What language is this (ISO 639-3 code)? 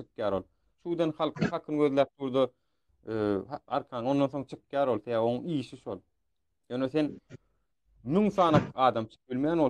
tuk